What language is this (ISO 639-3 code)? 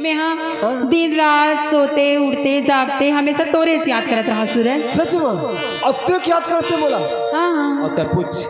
hne